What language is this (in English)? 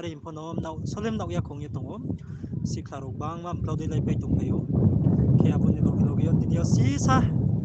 Riang (India)